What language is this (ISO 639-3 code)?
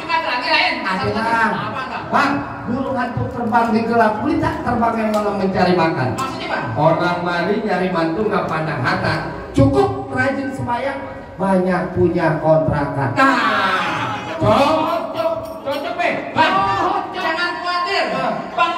bew